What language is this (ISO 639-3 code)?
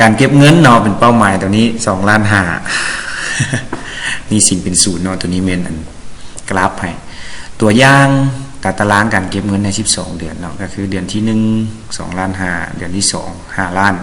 lao